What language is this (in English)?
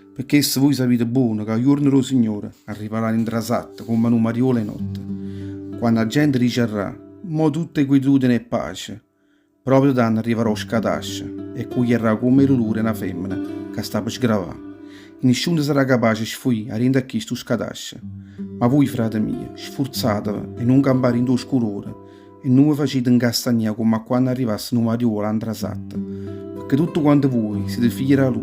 Neapolitan